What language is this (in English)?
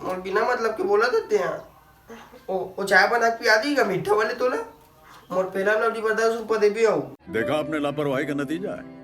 Chhattisgarhi